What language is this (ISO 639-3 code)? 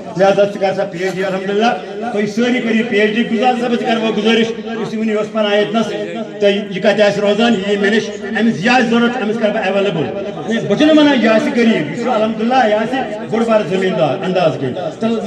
kas